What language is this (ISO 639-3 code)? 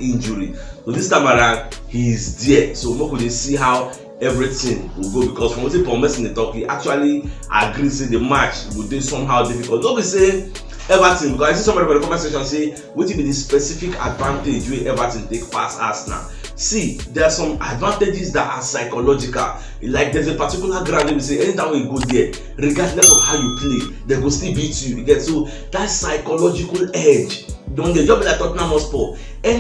pcm